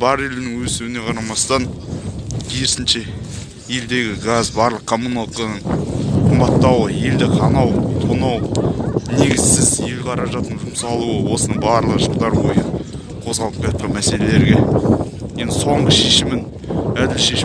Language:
Kazakh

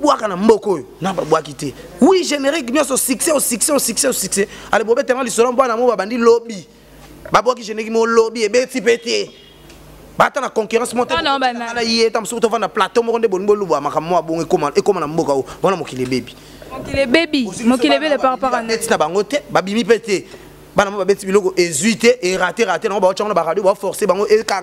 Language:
Lingala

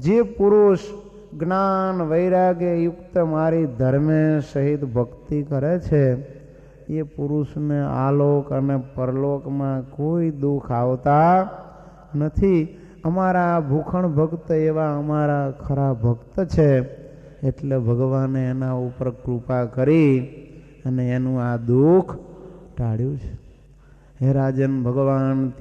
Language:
Gujarati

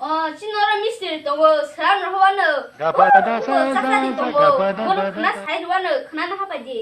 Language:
Kok Borok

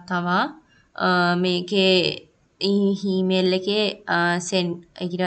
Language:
Sinhala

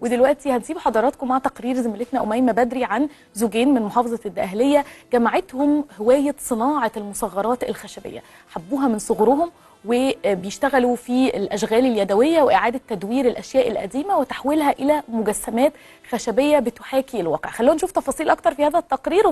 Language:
Egyptian Arabic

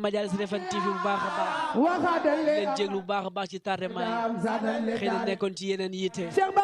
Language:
Wolof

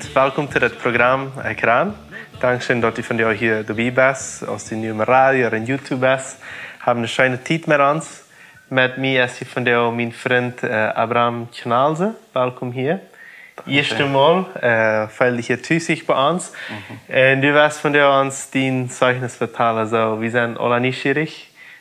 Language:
Plautdietsch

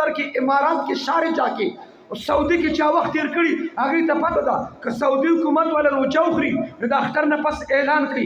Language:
Pashto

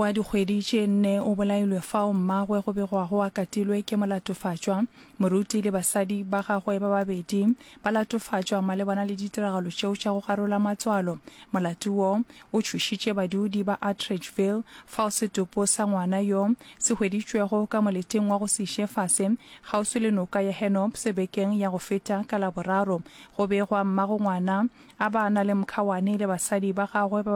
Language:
Northern Sotho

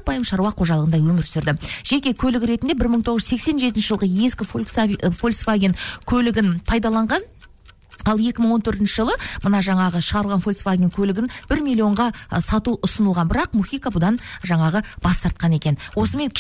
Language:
Kazakh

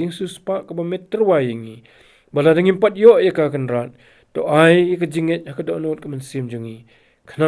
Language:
Khasi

